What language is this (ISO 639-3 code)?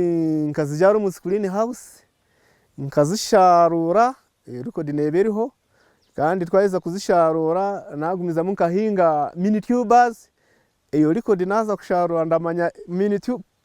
nyn